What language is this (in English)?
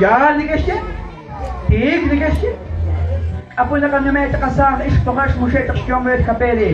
Kekchí